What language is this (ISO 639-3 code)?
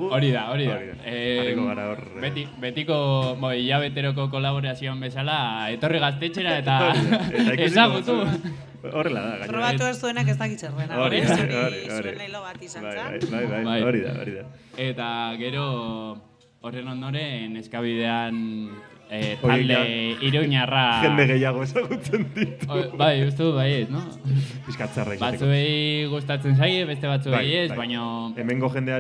eus